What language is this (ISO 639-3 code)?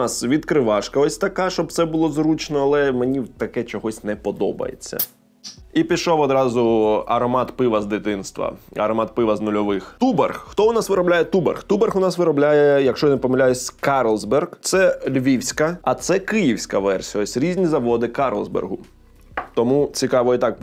ukr